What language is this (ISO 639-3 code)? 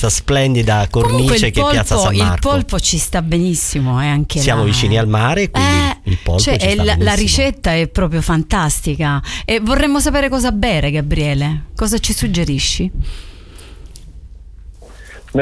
ita